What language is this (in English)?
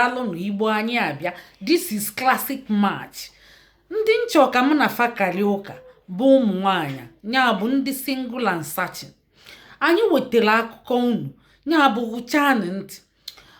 Igbo